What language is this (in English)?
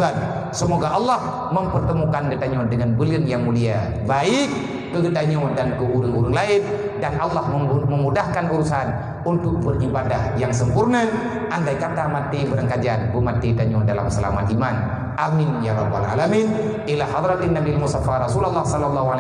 Achinese